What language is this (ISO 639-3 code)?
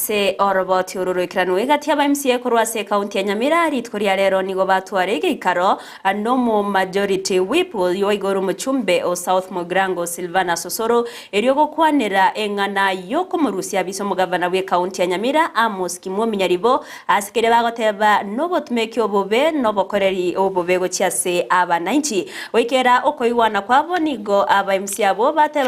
guz